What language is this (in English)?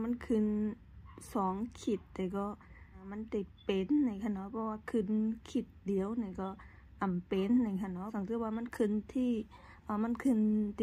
Shan